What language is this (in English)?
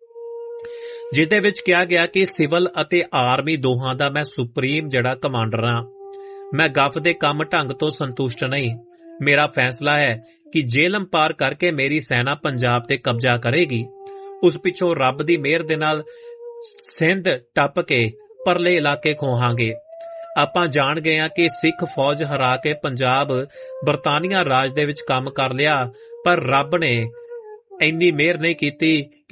Punjabi